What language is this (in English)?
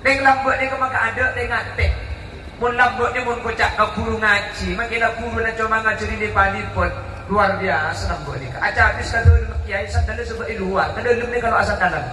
Madurese